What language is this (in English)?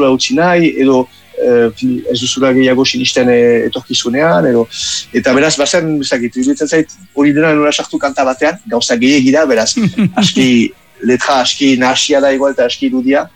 Basque